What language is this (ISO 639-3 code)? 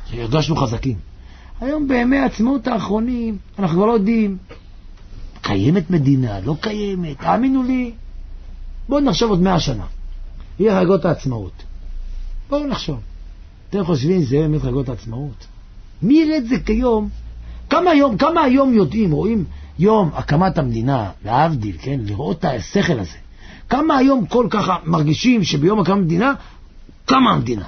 heb